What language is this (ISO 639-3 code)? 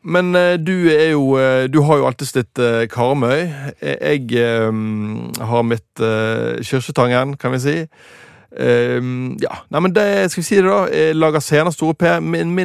nor